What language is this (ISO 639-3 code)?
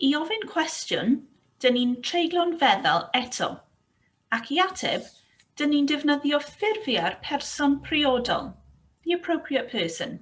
cym